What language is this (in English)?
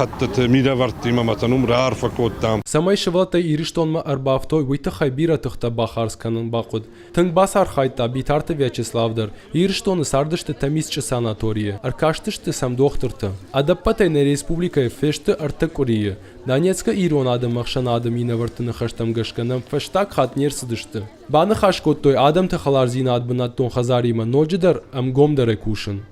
Ossetic